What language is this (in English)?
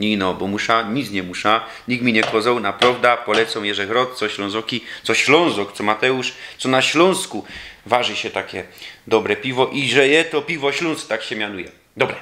Silesian